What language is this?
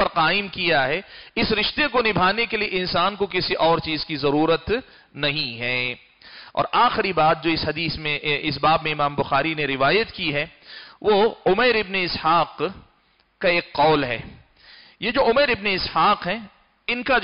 Urdu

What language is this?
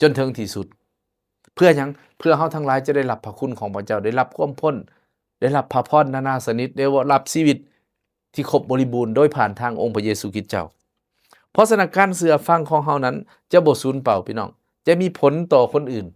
Lao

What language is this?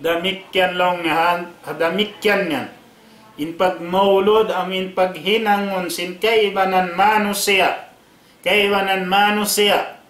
Tausug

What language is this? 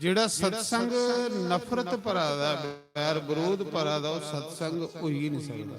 Dogri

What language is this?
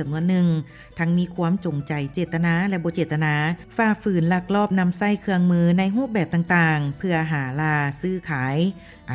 Lao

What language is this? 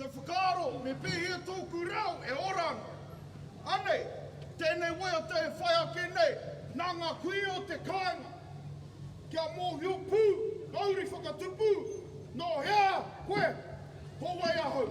Māori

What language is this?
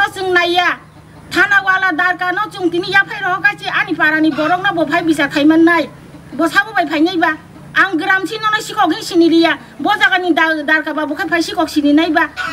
Kok Borok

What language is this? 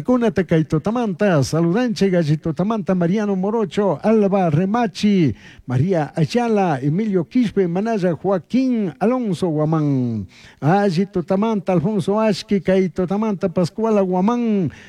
Chimborazo Highland Quichua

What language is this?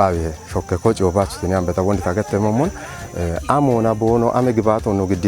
Kafa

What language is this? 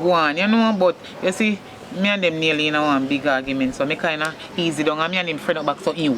Jamaican Creole English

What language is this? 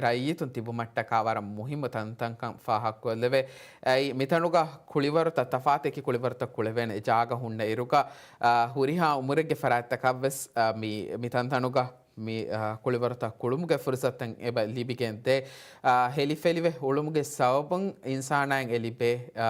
Divehi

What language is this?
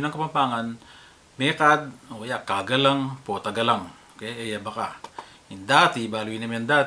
Pampanga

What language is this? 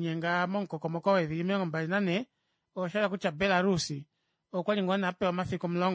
Kuanyama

